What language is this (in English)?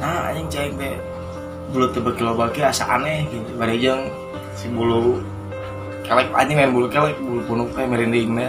Sundanese